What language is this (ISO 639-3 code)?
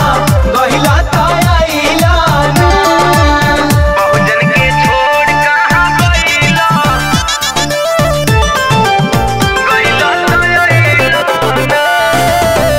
bho